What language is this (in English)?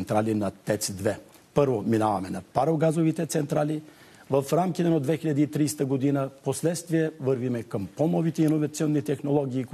Bulgarian